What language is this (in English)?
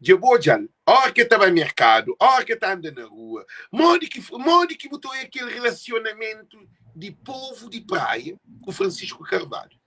Kabuverdianu